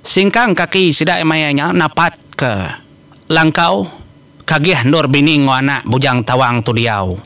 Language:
Iban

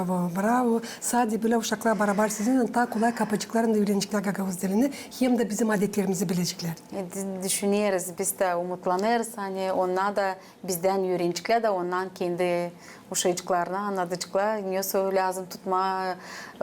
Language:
Gagauz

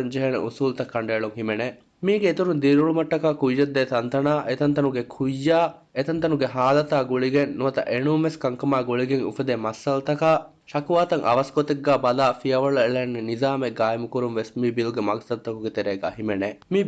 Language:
Divehi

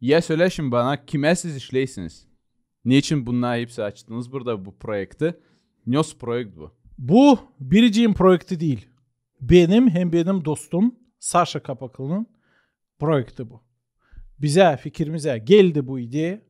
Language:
Gagauz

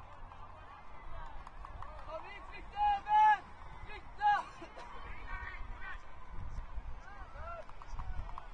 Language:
Swedish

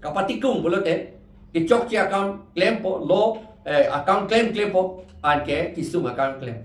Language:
Karbi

